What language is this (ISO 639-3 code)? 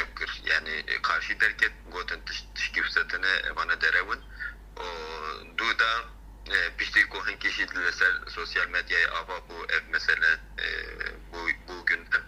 kur